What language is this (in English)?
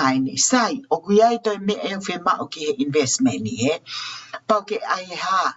Tongan